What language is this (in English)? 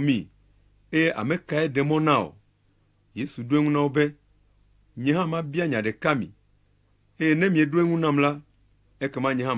Ewe